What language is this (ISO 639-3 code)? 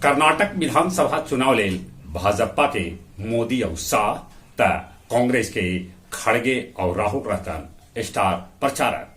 mag